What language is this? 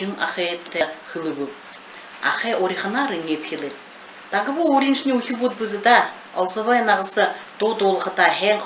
Buriat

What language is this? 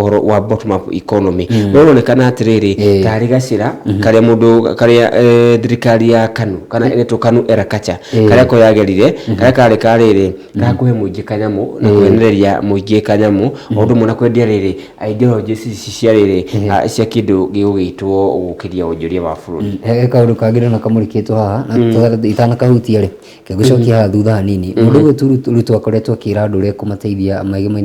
Kikuyu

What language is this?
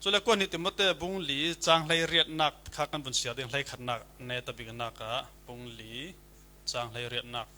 Falam Chin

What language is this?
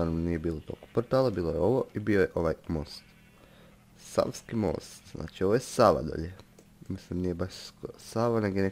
Croatian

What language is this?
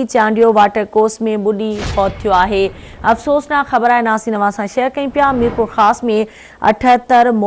Sindhi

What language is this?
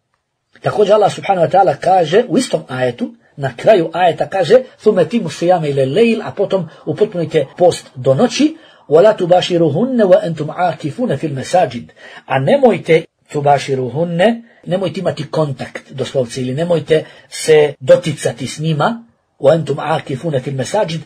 Bosnian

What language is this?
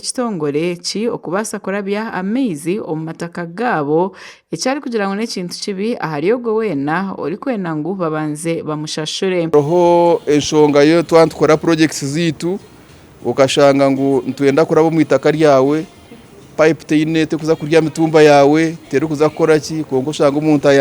Nyankole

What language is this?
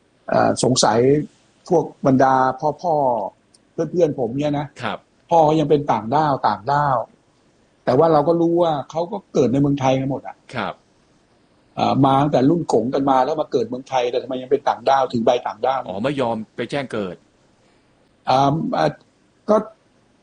Thai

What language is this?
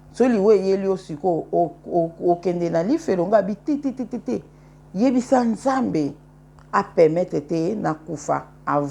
Lingala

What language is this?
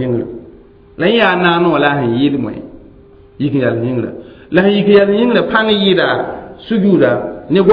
Mossi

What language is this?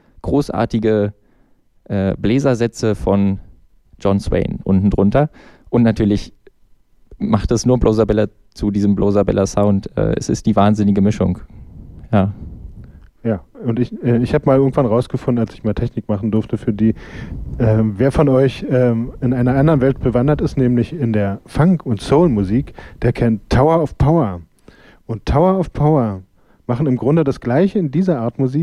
German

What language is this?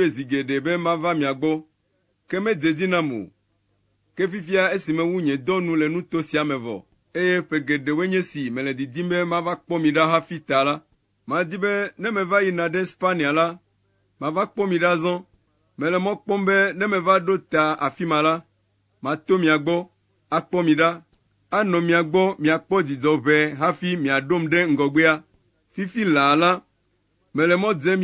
Ewe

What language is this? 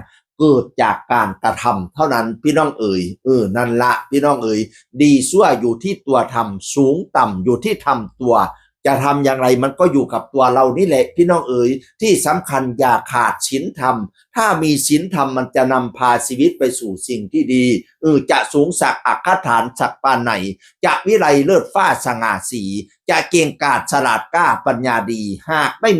Northeastern Thai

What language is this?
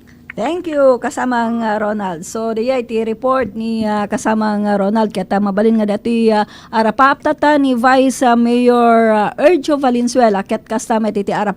Iloko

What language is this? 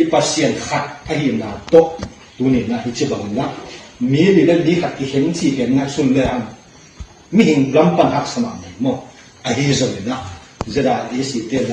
Tedim Chin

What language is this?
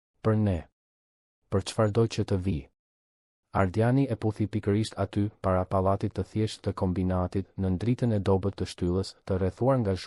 Albanian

